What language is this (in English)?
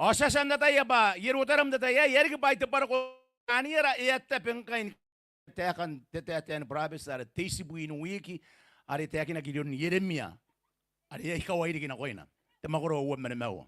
Gilbertese